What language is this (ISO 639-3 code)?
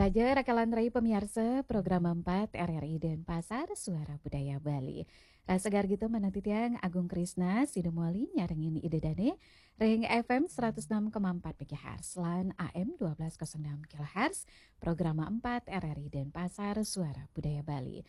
ban